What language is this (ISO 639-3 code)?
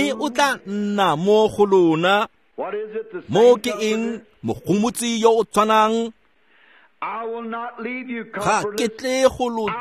tsn